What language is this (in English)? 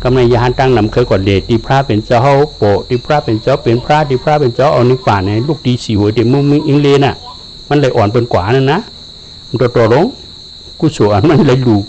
Shan